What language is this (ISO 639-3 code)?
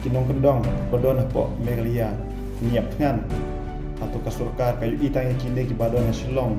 kha